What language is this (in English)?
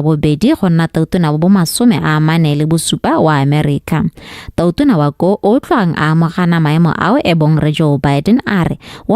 Tswana